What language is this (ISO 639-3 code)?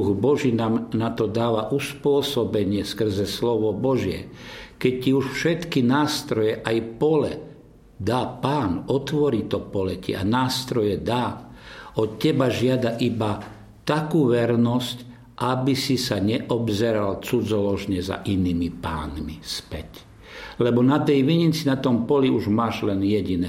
slk